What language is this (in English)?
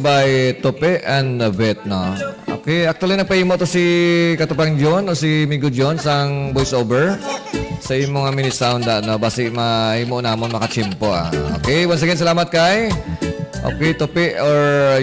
Hiligaynon